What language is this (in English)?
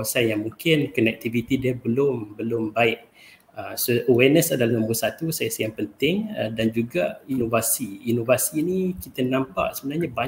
Malay